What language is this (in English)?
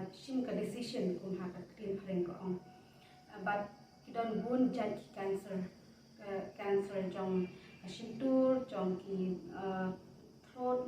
Khasi